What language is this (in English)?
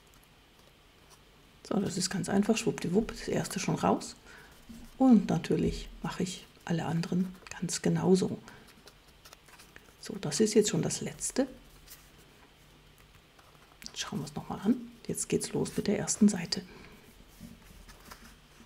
German